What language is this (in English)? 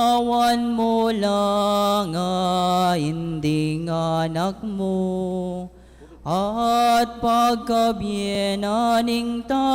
Pampanga